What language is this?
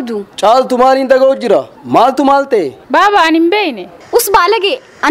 Oromo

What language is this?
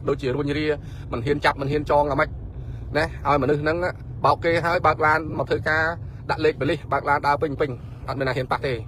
Khmer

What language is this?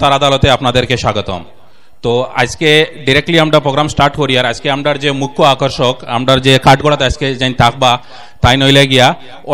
Sylheti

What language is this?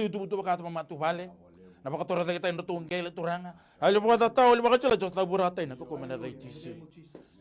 Fijian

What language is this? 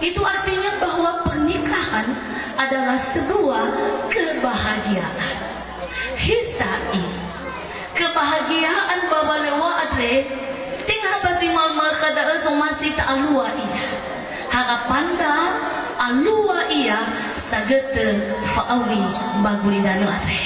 Nias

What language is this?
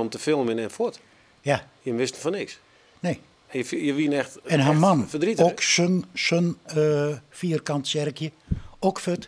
Western Frisian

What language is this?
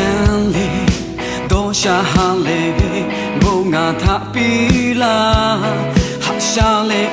Lahu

